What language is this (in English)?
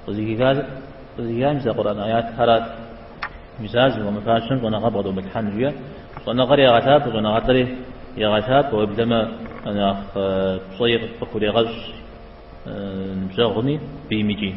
Kabardian